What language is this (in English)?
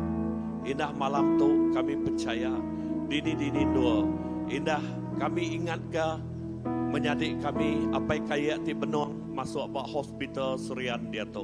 Iban